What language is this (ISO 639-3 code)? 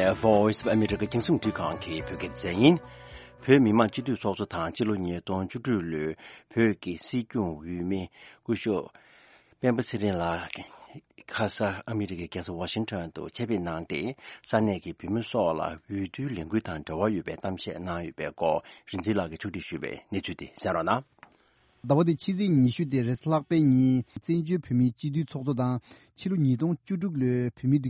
bod